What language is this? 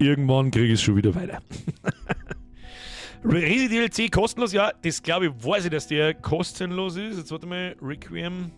Bavarian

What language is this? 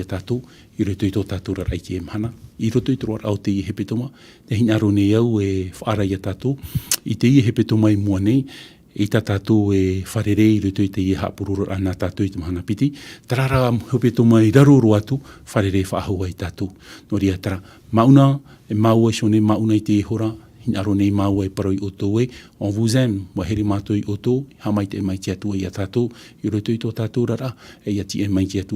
Tahitian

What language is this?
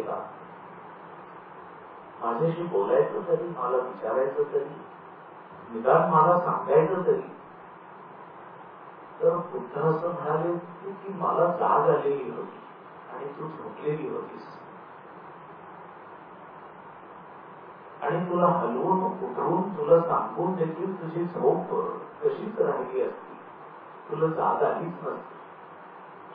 Marathi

